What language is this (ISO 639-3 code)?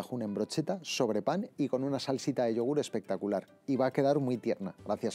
spa